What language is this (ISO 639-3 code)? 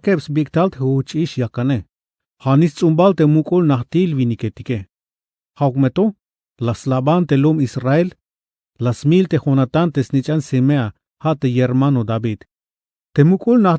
tzh